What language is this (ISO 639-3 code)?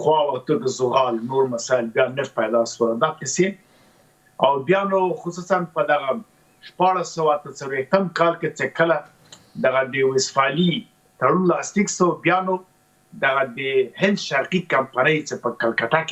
pus